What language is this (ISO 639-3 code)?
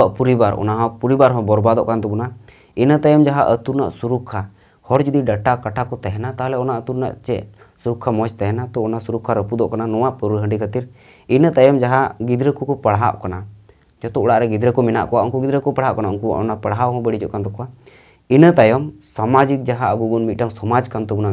sat